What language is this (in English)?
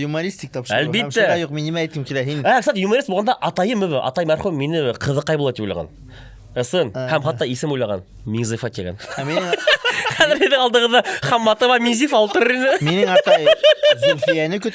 Bashkir